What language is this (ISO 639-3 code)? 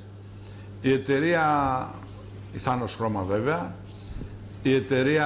ell